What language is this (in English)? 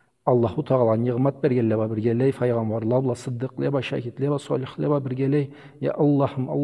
Karachay-Balkar